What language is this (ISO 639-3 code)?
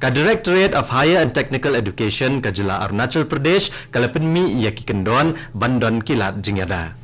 kha